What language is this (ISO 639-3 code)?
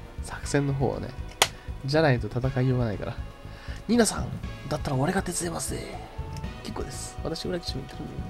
jpn